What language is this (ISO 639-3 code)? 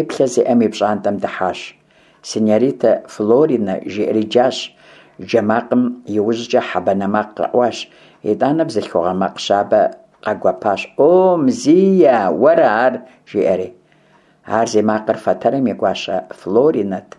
kbd